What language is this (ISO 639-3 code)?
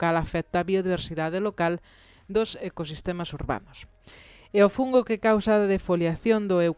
glg